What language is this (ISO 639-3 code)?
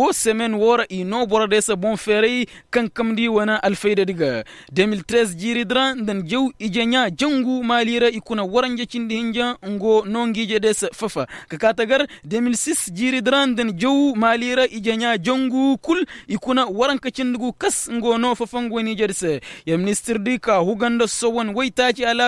ses